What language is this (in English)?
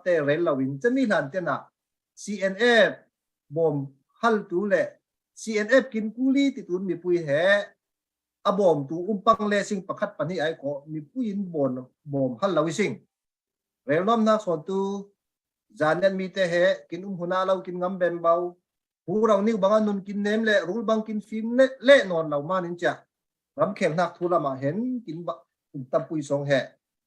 Falam Chin